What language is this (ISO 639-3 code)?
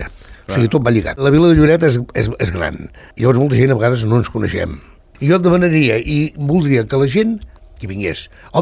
cat